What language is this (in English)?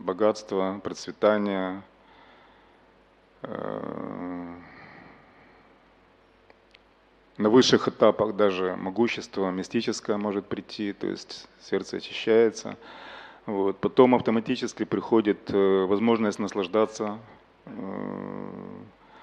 Russian